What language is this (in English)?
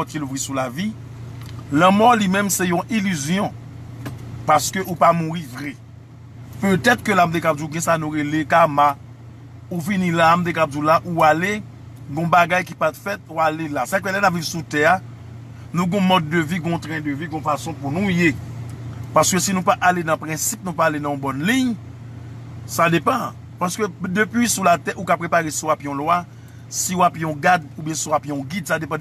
Haitian Creole